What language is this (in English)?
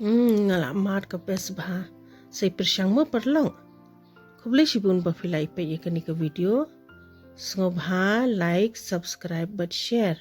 Khasi